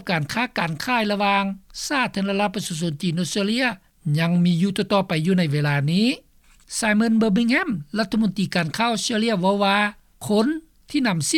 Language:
Lao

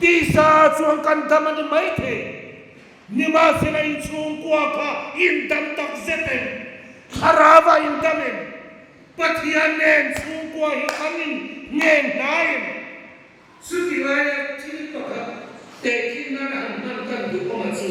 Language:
Hmar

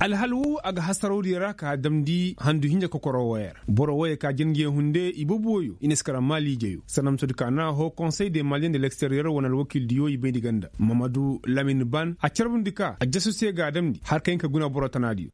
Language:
Koyraboro Senni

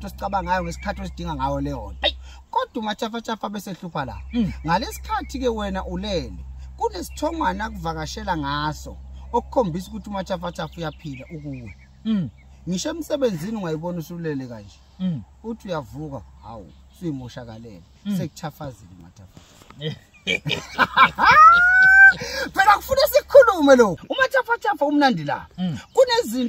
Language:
Zulu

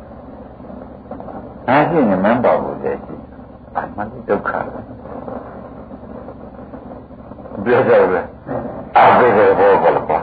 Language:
Burmese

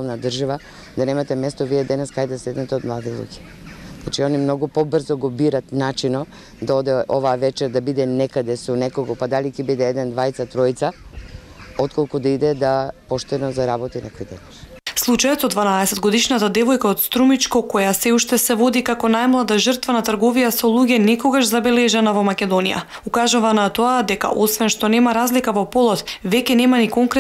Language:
Macedonian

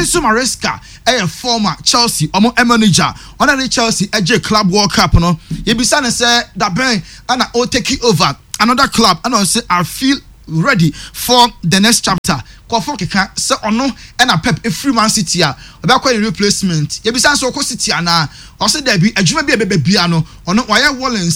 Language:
Akan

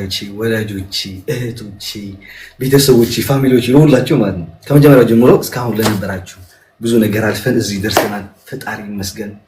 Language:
Amharic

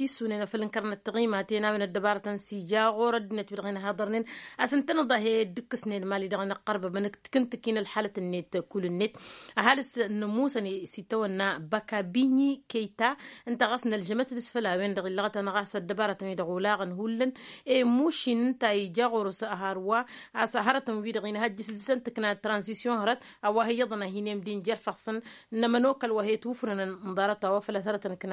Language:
Tamasheq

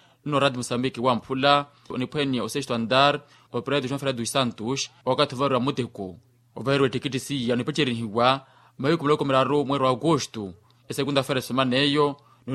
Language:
Makhuwa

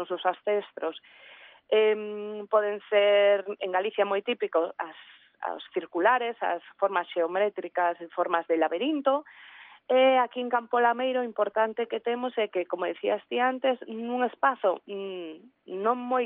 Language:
Galician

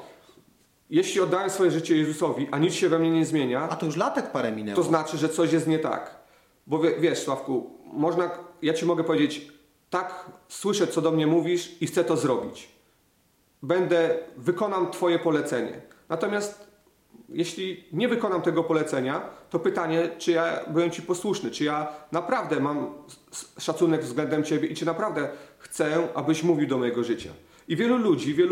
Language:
Polish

